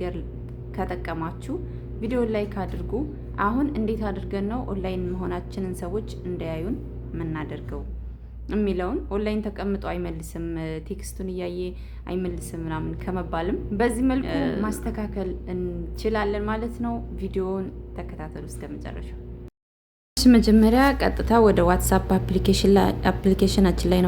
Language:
Amharic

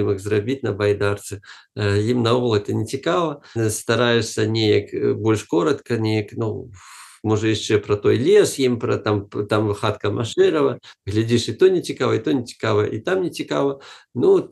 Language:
Belarusian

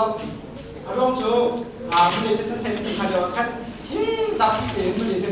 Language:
Hakha Chin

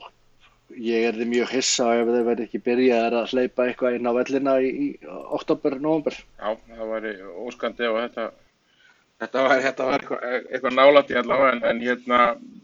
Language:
Icelandic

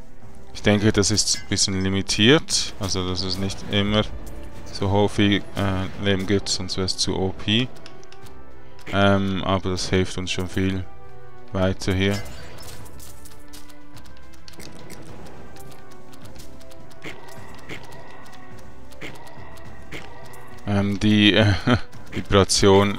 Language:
German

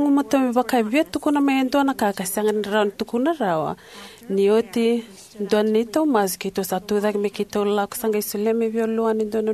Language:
Fijian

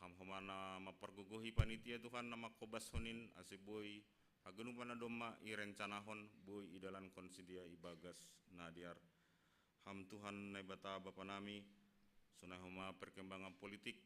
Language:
Batak Simalungun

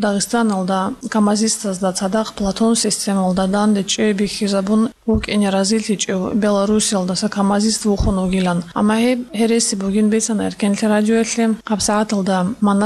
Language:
Avaric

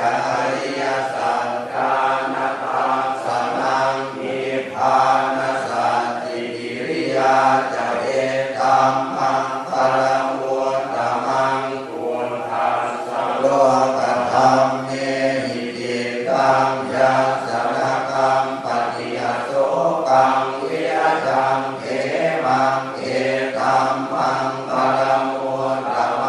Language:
Pali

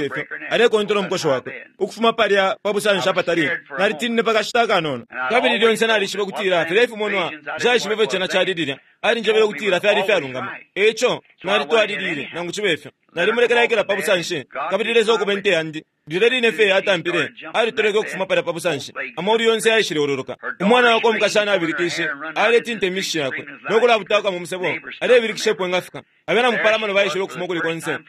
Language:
Bemba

